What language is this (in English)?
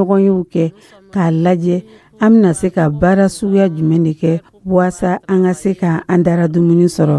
Dyula